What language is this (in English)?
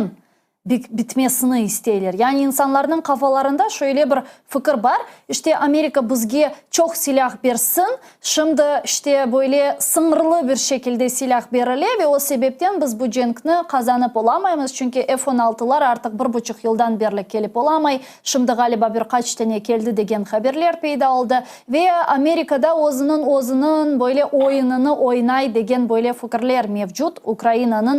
Crimean Tatar